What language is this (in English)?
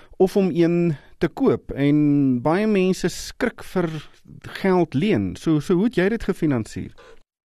Afrikaans